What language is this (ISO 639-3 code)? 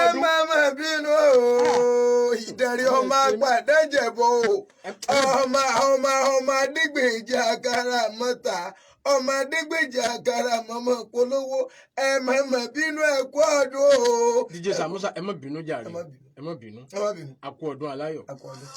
yor